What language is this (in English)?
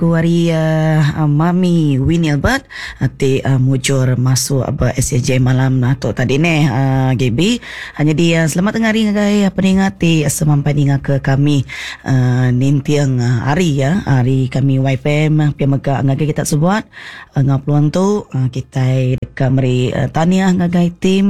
Iban